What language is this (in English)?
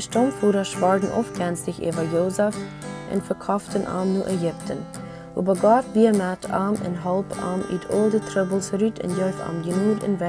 Plautdietsch